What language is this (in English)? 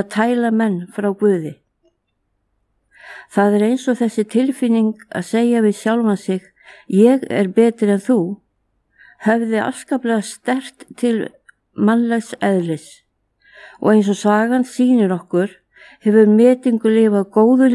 Icelandic